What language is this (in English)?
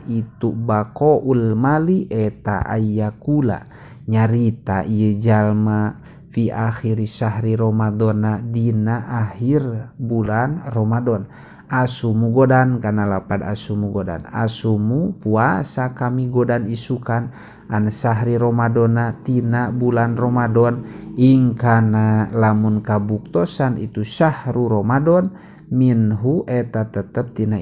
Sundanese